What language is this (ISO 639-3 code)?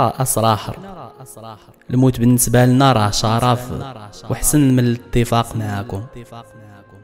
ary